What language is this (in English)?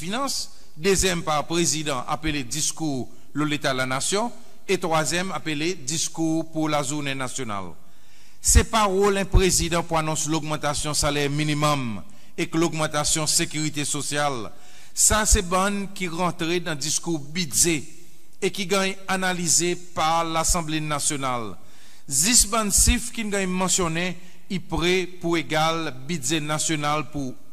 Seselwa Creole French